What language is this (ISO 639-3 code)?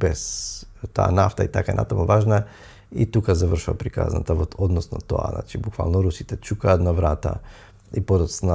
mkd